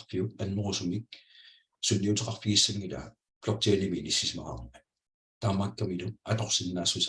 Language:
Kalaallisut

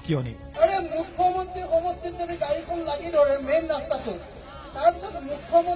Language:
Assamese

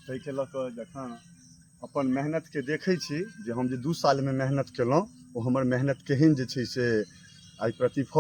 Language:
Maithili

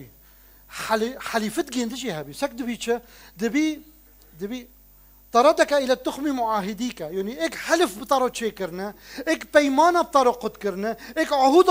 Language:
Kurdish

